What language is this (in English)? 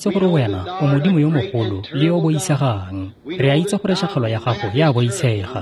Tswana